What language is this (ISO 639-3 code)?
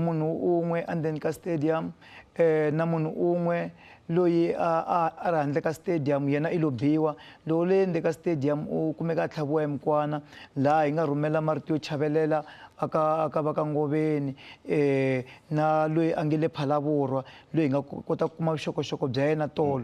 tso